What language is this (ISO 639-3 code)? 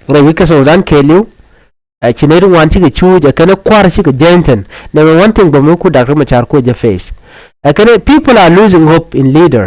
nus